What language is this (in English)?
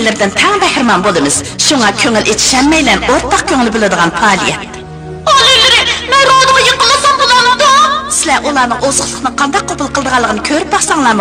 Uyghur